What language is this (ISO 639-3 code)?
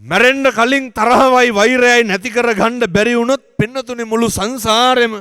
sin